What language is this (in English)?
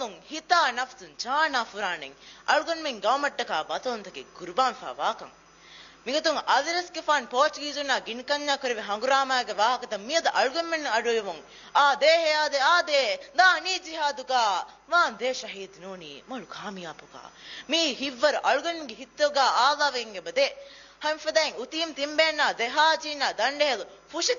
Divehi